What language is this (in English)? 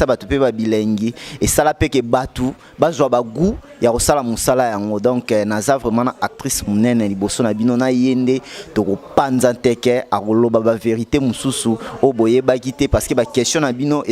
Lingala